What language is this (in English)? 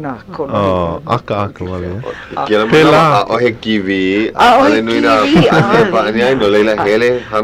Hawaiian